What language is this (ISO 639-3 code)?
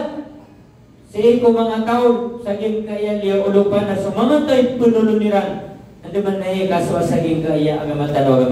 mrw